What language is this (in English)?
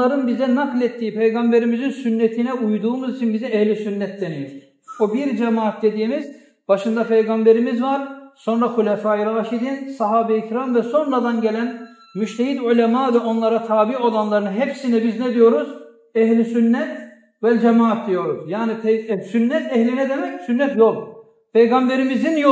Kumyk